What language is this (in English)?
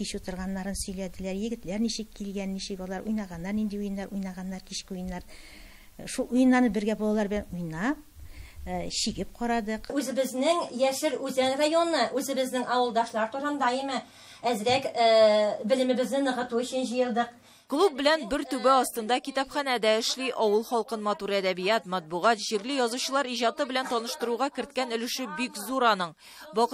Tatar